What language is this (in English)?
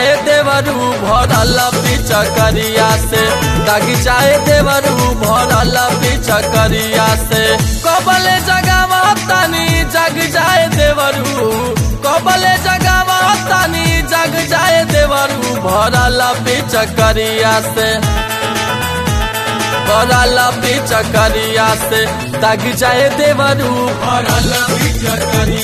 Bhojpuri